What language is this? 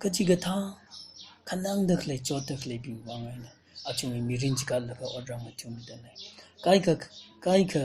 Tangkhul Naga (India)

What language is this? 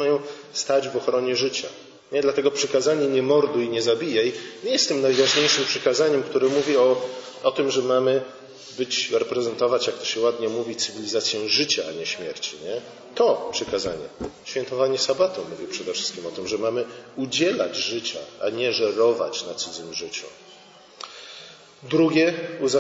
Polish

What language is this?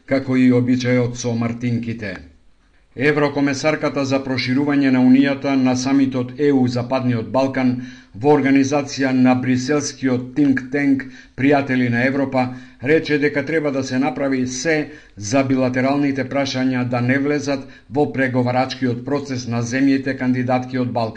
Macedonian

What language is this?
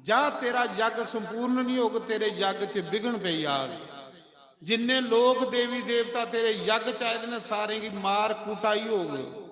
Dogri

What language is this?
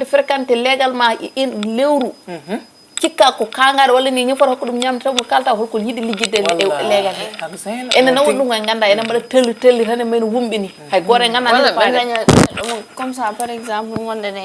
Fula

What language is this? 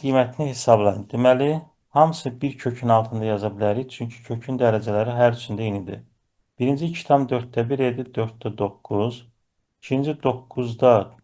Azerbaijani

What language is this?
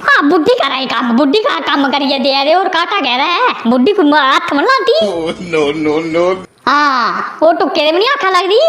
Dogri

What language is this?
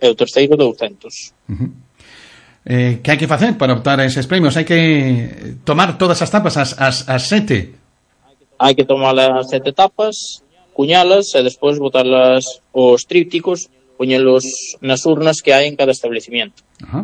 Galician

